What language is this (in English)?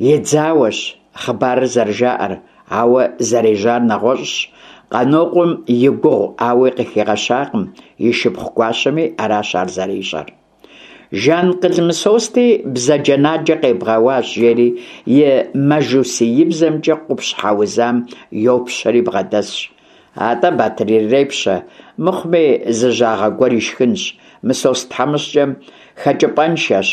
Kabardian